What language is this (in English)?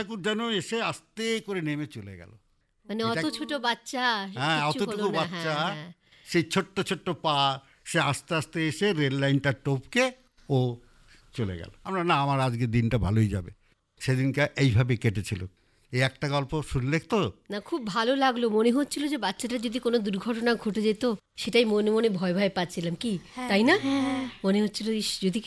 Bangla